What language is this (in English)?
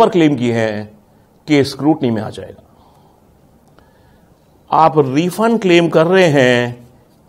Hindi